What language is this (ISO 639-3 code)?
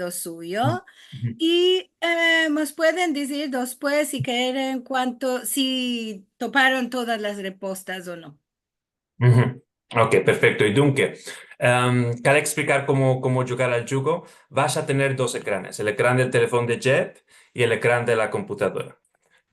lad